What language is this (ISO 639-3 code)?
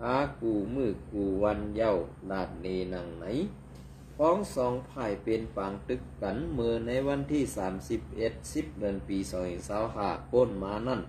shn